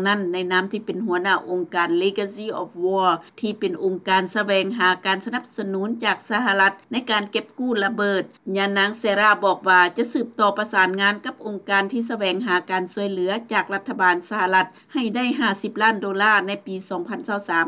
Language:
Lao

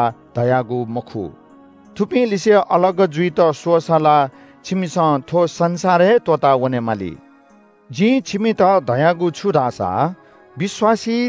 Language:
Newari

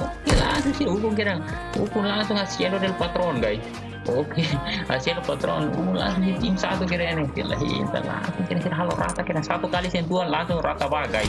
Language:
Tetum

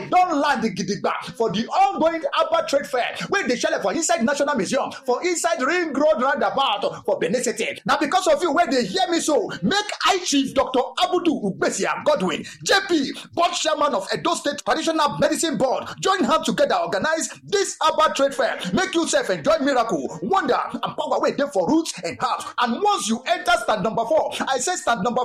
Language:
Nigerian Pidgin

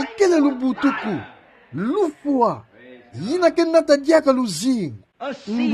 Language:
Kituba (Democratic Republic of Congo)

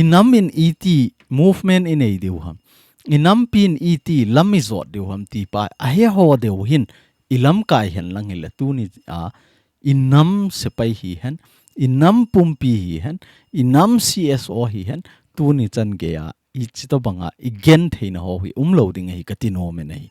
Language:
Thado Chin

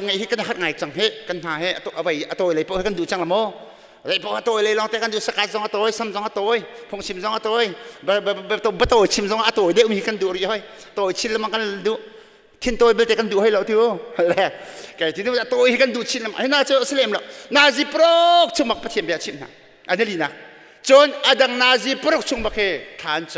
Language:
Hakha Chin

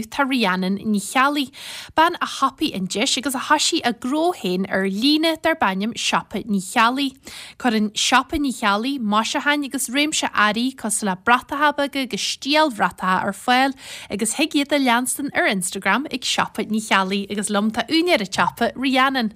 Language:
Irish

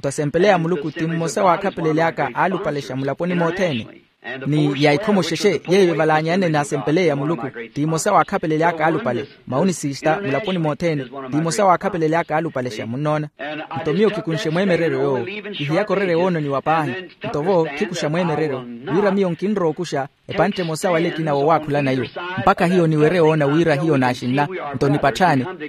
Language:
Makhuwa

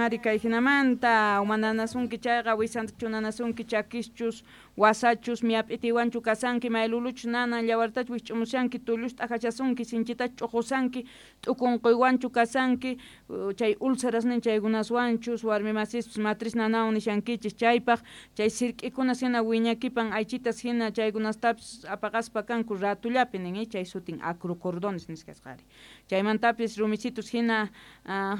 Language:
South Bolivian Quechua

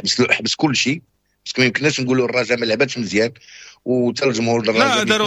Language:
Moroccan Arabic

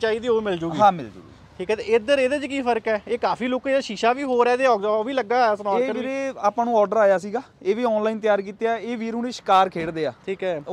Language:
Punjabi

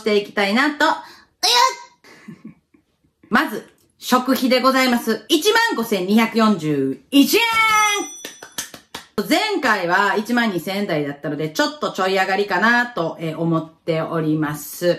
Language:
Japanese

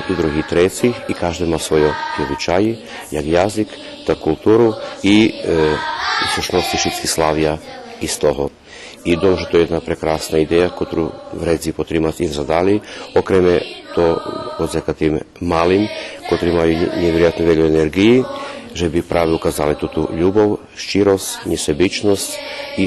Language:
Rusyn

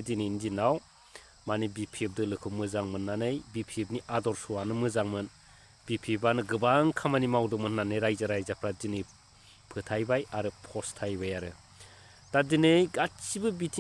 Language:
Bodo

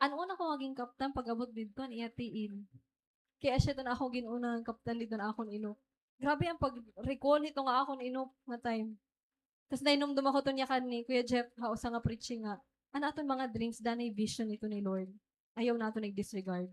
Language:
Waray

